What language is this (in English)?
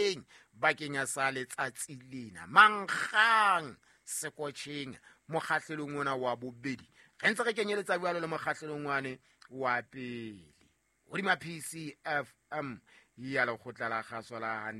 Southern Sotho